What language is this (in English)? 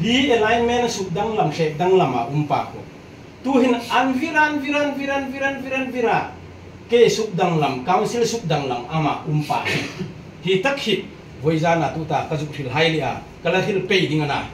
Hmar